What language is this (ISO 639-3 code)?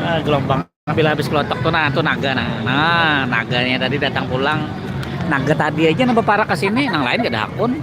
bjn